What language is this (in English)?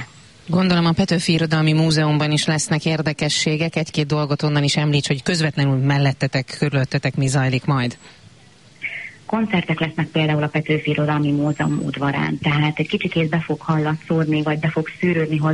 Hungarian